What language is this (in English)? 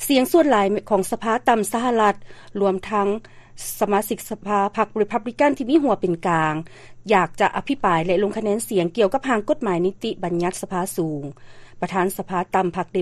Lao